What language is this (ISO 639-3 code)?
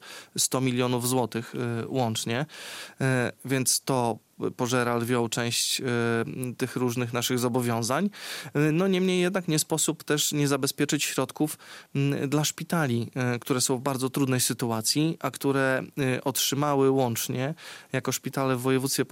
pol